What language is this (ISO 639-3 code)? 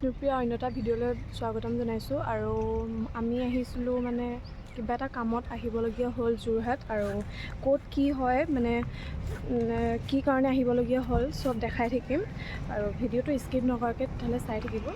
asm